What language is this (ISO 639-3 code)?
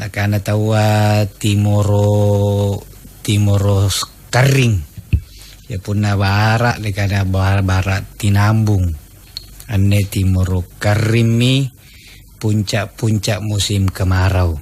mak